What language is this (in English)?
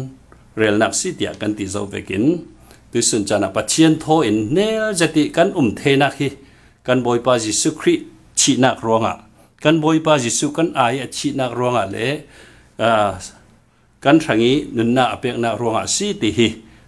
Falam Chin